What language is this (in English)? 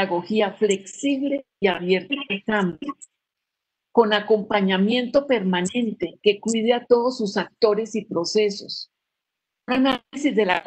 Spanish